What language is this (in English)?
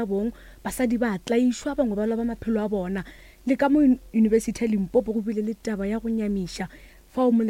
Northern Sotho